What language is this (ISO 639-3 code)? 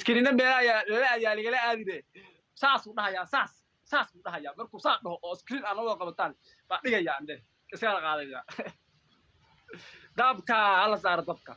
som